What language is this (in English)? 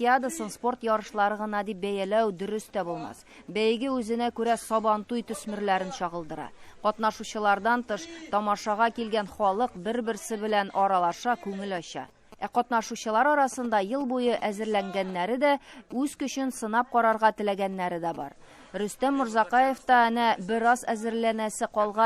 Tatar